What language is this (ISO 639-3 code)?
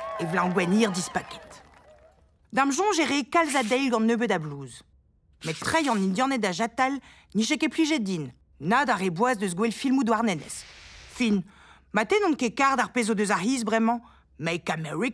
bre